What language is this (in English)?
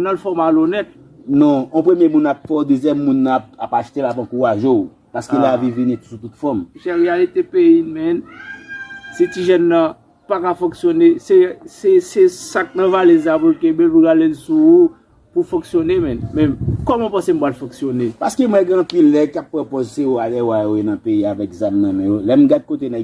Haitian Creole